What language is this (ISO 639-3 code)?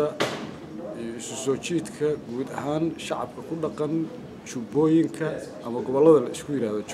som